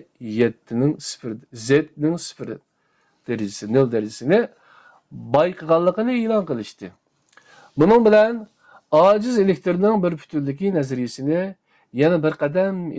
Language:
Uyghur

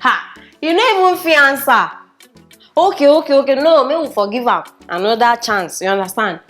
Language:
Nigerian Pidgin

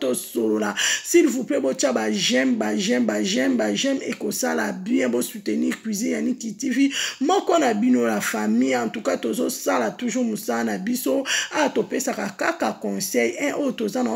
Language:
Lingala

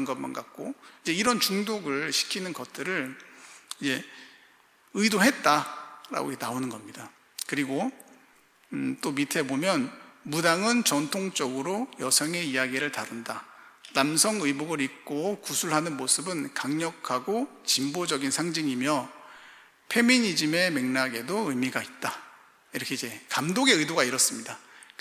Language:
Korean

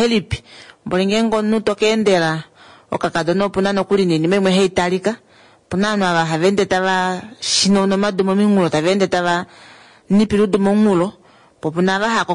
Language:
Kuanyama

